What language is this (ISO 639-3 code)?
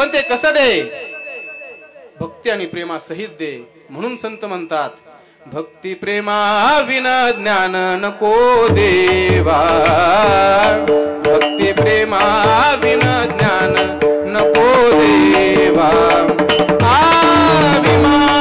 mar